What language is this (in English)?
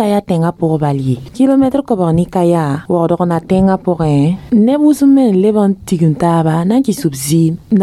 Mossi